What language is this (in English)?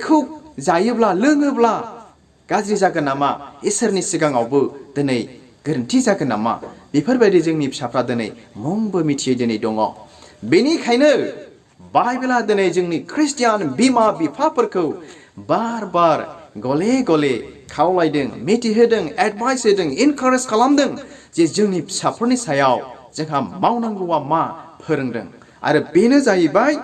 Bodo